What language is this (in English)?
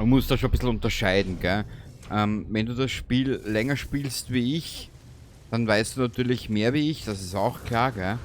Bavarian